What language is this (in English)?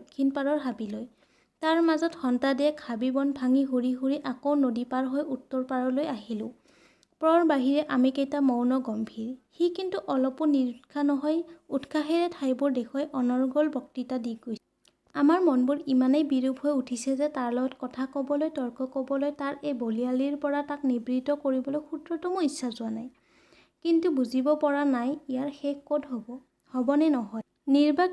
Assamese